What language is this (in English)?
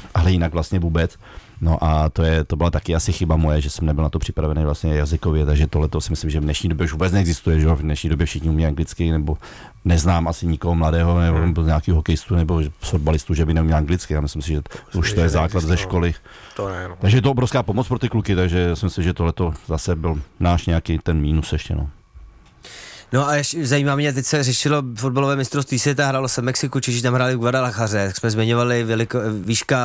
Czech